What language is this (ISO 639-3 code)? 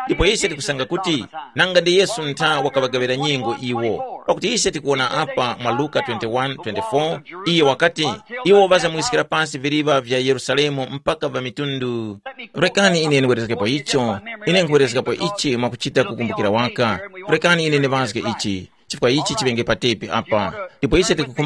tum